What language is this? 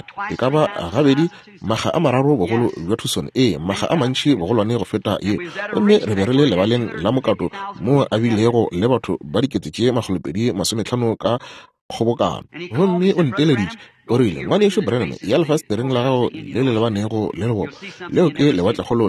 Northern Sotho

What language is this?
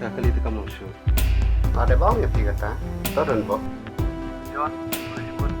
Khasi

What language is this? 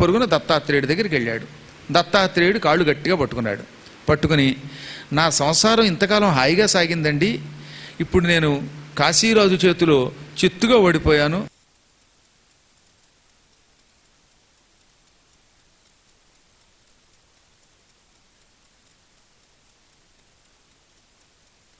Telugu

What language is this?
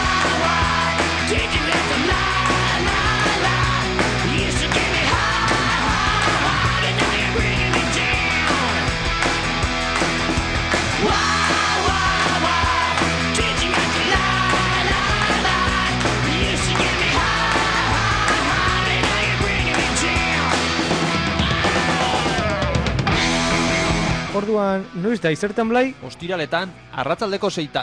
Basque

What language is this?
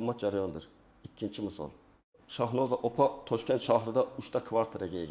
Uzbek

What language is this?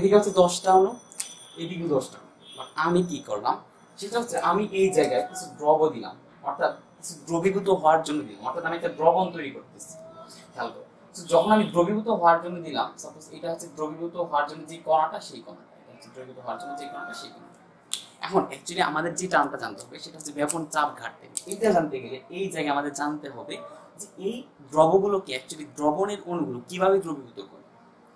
Bangla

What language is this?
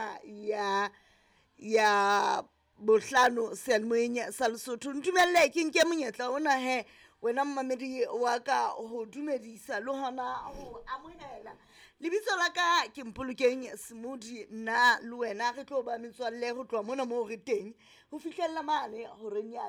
Southern Sotho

